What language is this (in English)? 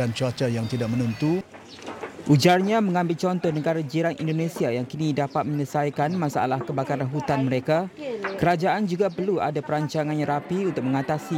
Malay